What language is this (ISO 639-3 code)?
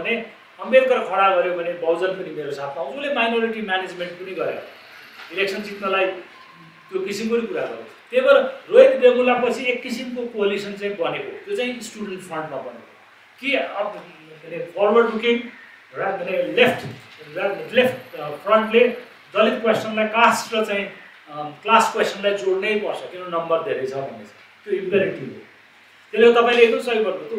nep